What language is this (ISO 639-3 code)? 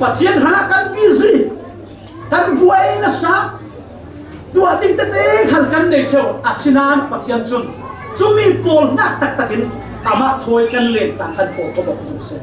cfm